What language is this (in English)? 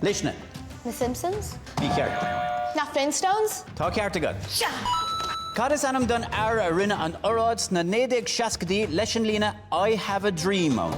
Irish